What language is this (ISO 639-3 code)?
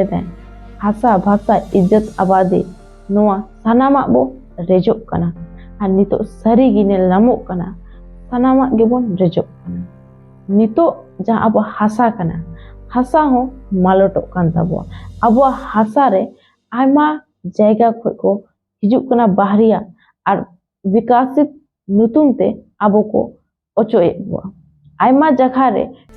sat